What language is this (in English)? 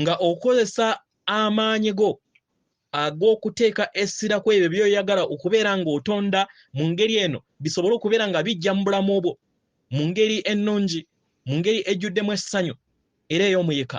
Ganda